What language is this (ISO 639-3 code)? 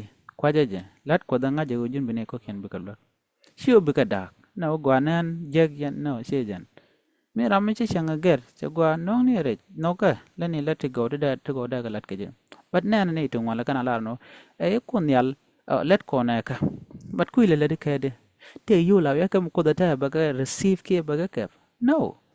nus